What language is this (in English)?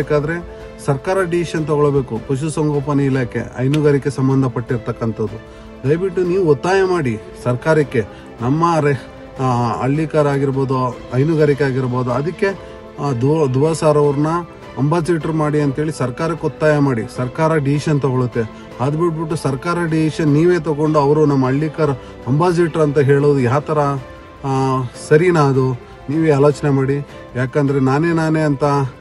Kannada